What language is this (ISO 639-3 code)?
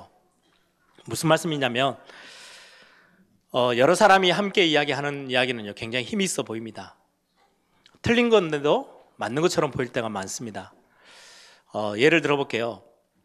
kor